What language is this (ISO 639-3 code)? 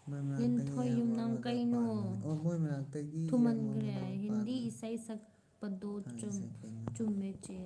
mni